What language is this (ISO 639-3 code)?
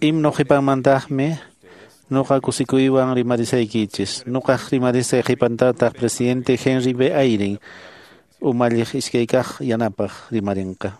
que